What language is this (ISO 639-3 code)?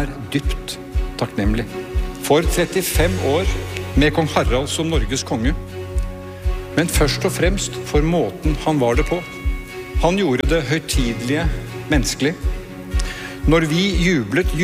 nor